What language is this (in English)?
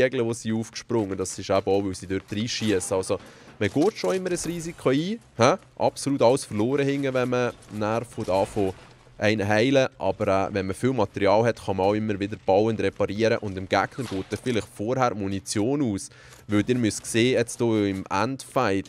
Swiss German